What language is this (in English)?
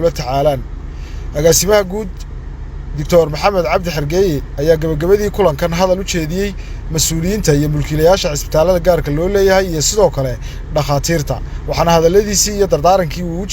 Somali